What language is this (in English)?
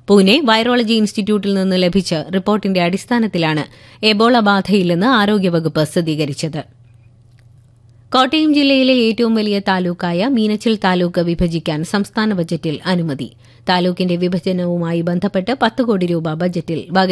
Malayalam